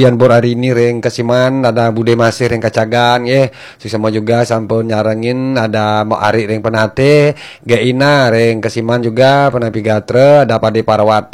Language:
Balinese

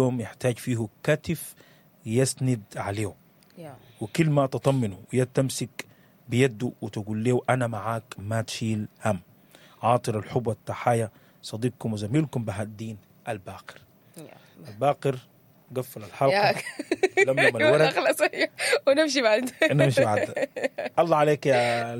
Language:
Sudanese Arabic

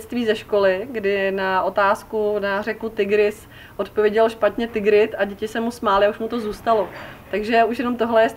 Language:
Czech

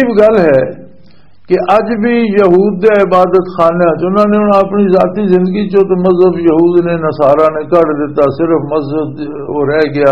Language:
Western Panjabi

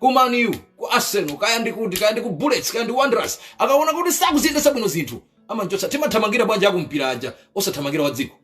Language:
Nyanja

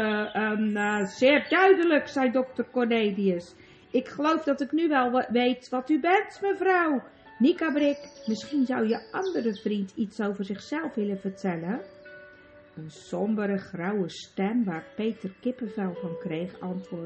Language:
Dutch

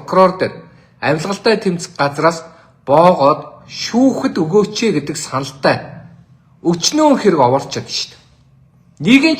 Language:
Mongolian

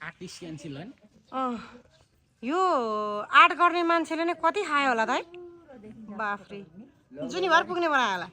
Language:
Nepali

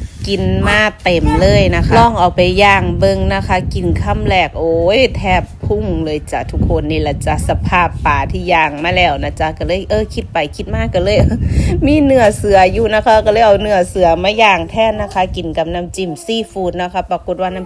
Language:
Northeastern Thai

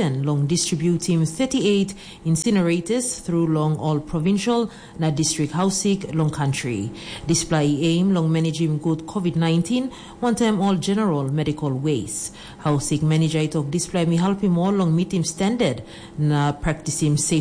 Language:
Tok Pisin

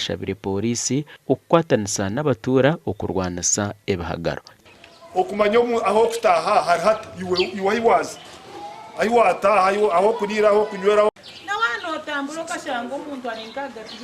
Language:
Nyankole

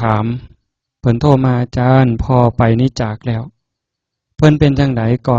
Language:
Northeastern Thai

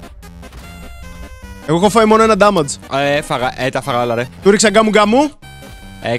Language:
Greek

